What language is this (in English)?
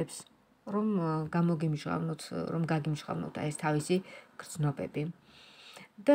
Georgian